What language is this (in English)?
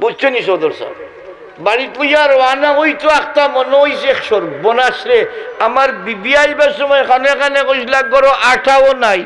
Sylheti